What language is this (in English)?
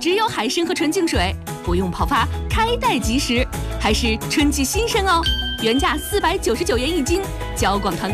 Chinese